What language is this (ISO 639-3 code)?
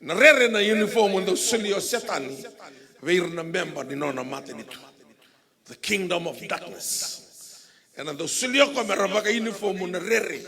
fij